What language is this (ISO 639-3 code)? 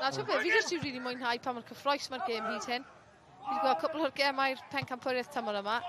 cym